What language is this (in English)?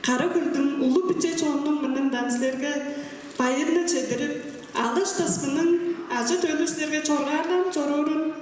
Tuvinian